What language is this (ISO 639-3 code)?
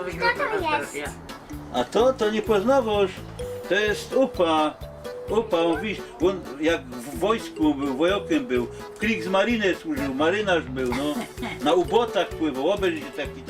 szl